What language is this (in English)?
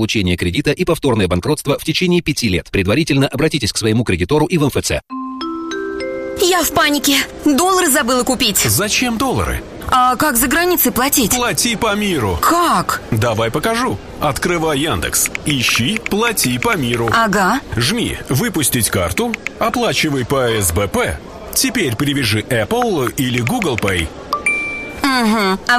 Russian